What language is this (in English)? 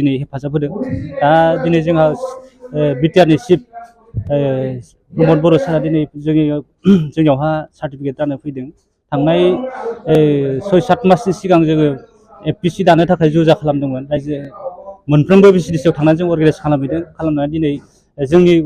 Bodo